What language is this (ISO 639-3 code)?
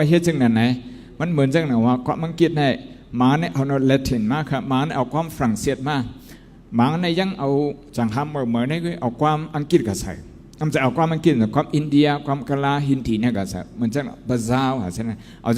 shn